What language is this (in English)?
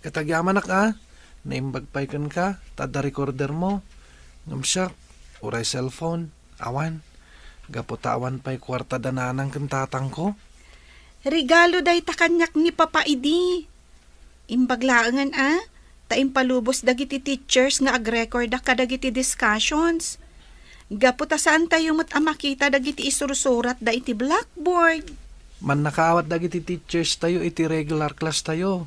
Iloko